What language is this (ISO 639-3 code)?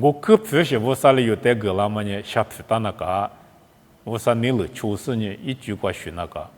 lis